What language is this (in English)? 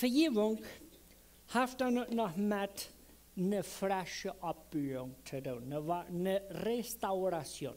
Plautdietsch